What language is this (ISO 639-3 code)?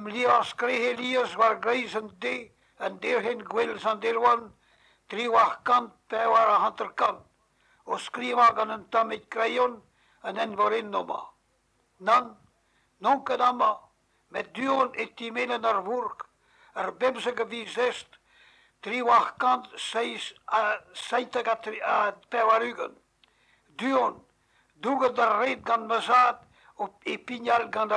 bre